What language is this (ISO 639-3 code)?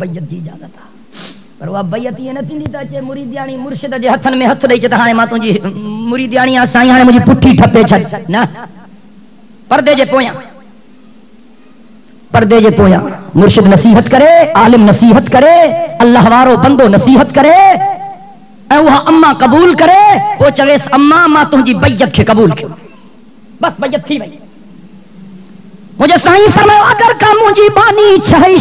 snd